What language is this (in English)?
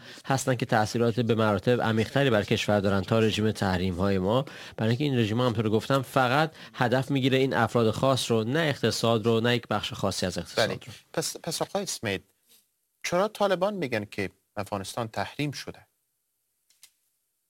Persian